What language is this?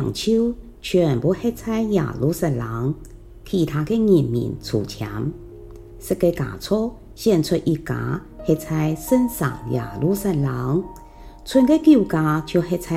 Hakka Chinese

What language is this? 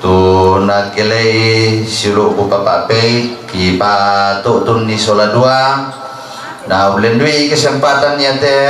Toraja-Sa'dan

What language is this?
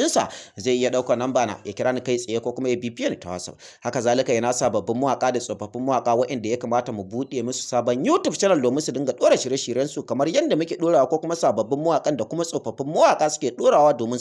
Hausa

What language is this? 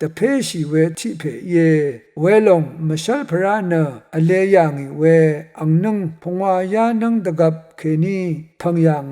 Rawang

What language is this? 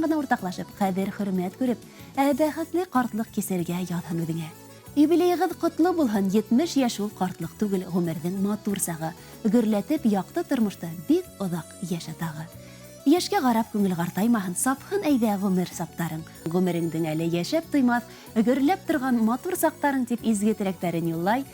Bashkir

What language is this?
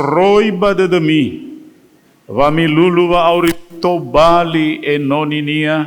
Nias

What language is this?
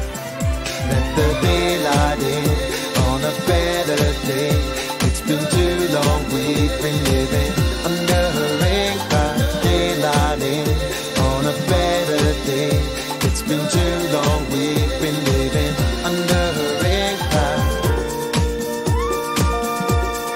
English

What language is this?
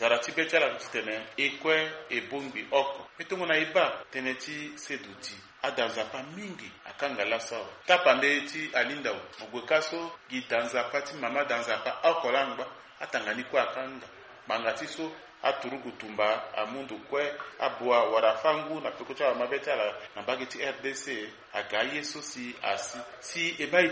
Sango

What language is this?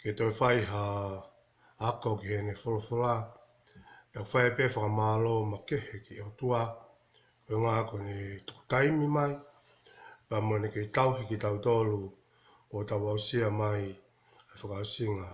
Tongan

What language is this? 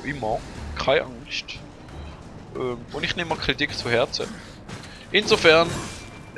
Swiss German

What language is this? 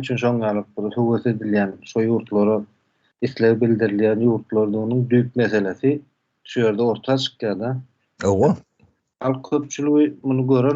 Turkmen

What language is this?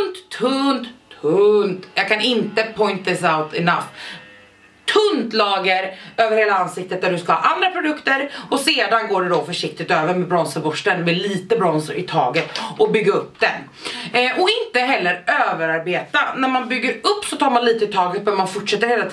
Swedish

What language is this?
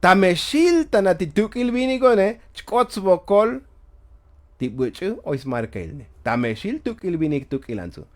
Tzotzil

